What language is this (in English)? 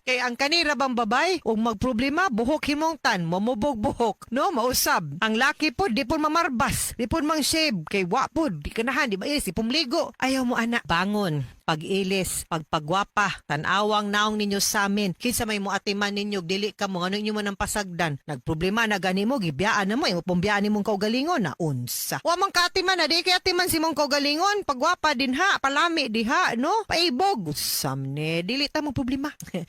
Cebuano